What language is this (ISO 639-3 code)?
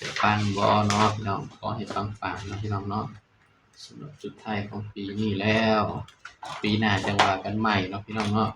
tts